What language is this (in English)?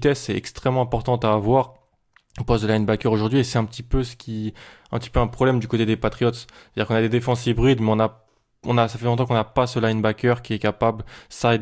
French